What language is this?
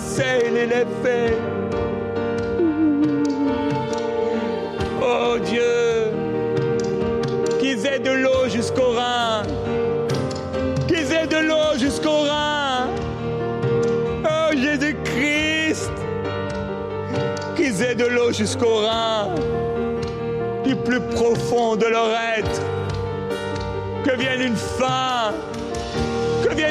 French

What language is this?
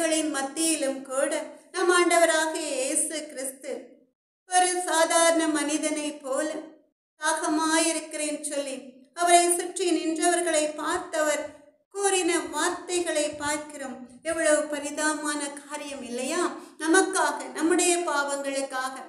Tamil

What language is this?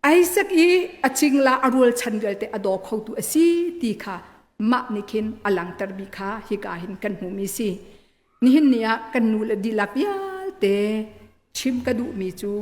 Hakha Chin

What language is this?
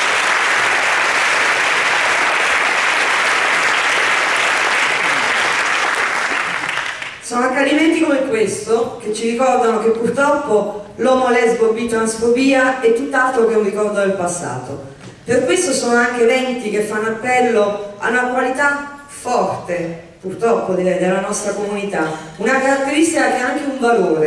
Italian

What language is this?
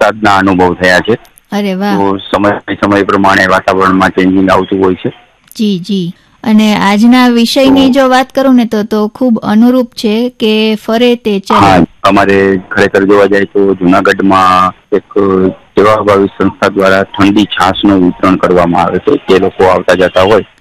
Gujarati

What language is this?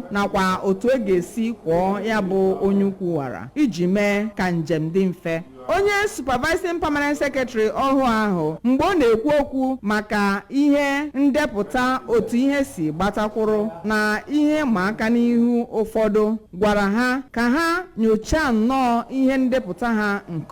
Igbo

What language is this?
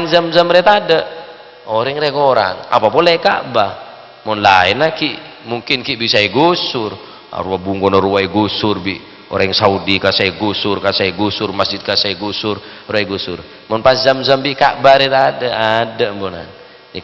Madurese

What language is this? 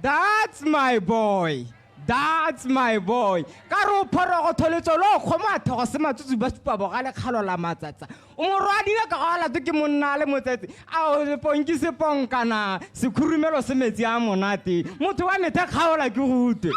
Tswana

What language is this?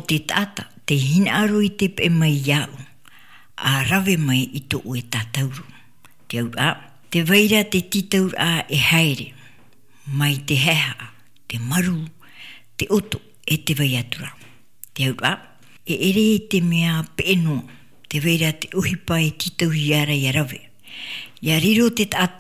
Tahitian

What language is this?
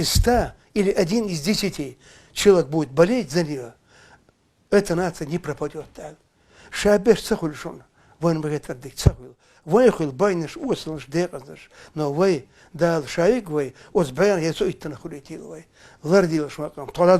Chechen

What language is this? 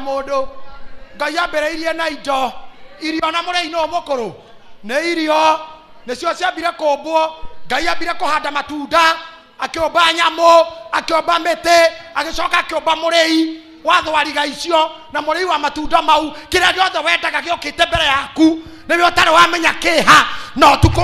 Kikuyu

